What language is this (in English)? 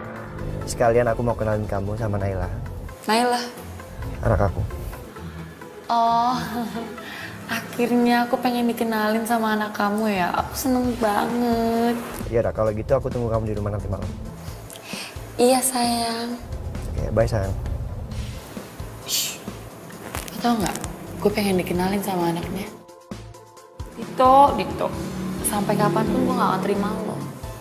Indonesian